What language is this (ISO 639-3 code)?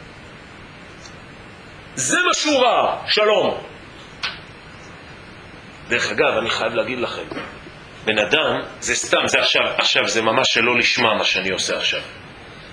heb